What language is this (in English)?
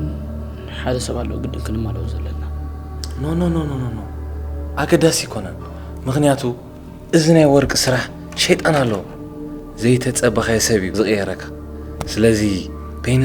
Tigrinya